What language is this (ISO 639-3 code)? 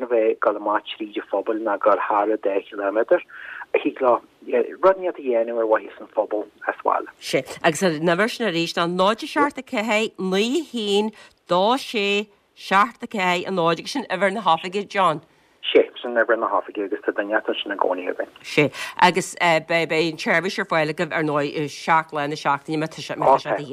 gle